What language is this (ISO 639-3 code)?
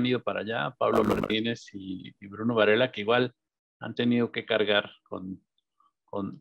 spa